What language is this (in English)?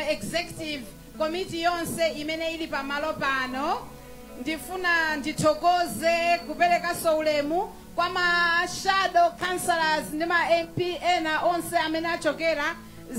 Nyanja